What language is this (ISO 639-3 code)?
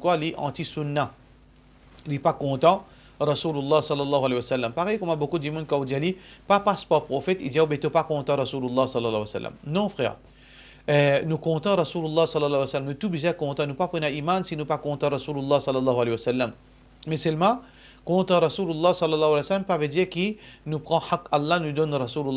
mfe